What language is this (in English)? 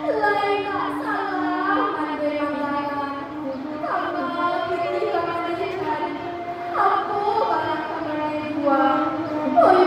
Minangkabau